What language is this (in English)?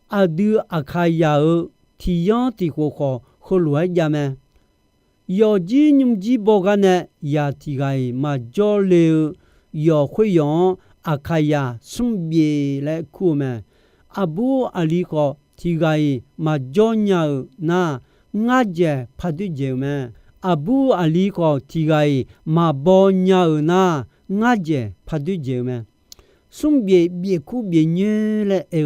Akha